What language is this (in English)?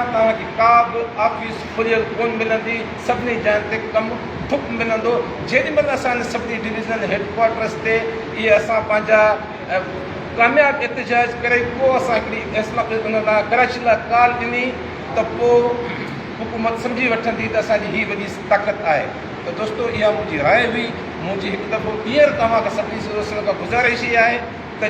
Sindhi